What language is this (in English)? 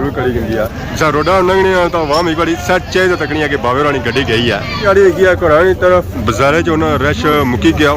Pahari-Potwari